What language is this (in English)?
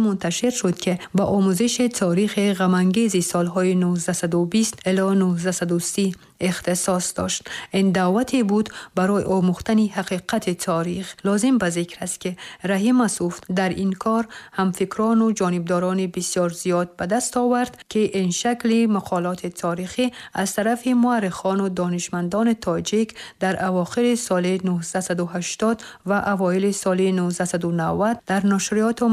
Tajik